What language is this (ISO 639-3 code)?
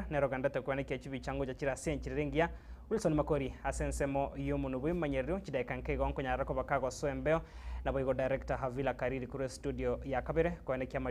guz